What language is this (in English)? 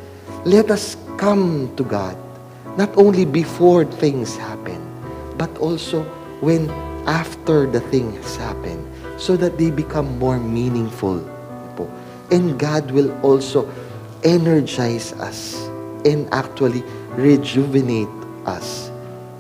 Pampanga